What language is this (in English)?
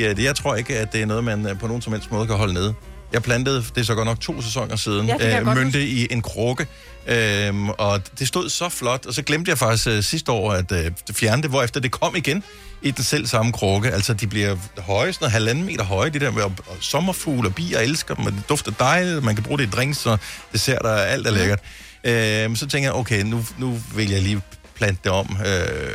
Danish